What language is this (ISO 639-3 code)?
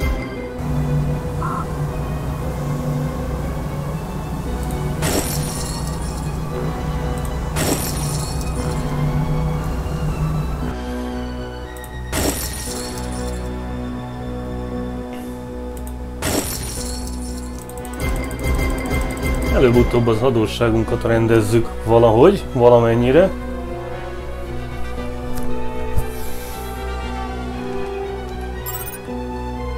hun